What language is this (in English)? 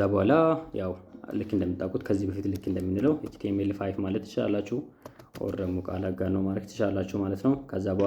Amharic